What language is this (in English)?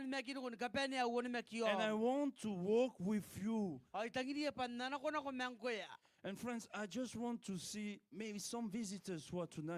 Gilbertese